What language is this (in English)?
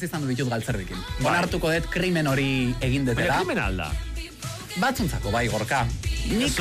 Basque